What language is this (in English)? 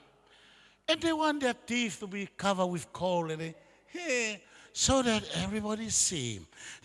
Tongan